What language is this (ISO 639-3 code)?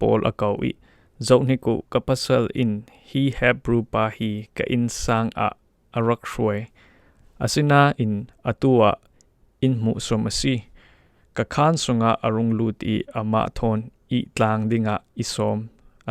cfm